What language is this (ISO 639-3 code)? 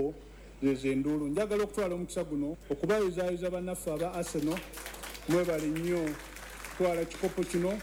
lug